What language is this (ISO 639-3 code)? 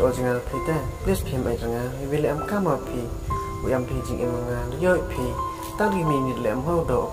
pbv